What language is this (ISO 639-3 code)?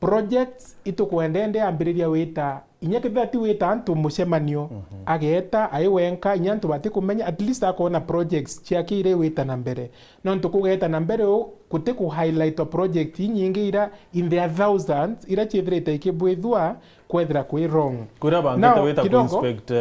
mer